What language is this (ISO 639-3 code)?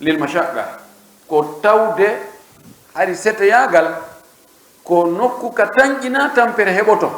fuf